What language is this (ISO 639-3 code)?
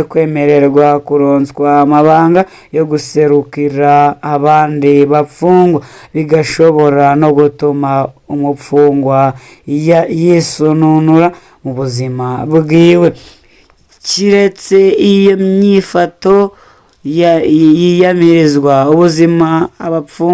run